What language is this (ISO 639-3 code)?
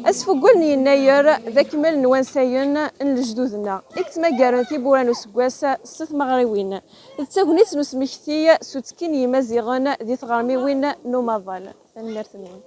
kab